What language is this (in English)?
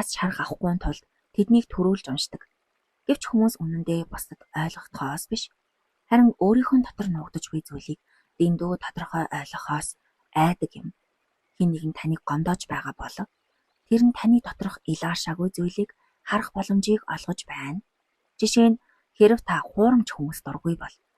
Mongolian